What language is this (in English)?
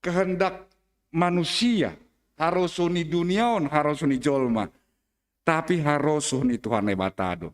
Batak Simalungun